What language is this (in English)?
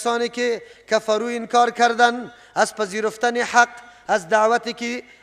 Persian